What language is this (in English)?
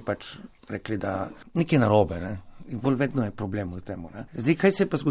Slovenian